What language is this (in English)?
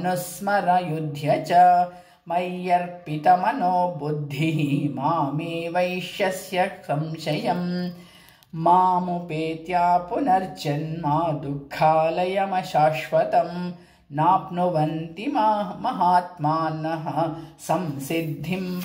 Sanskrit